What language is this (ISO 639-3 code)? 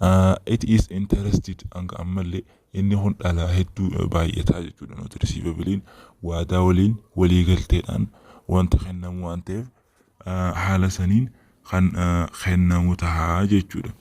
orm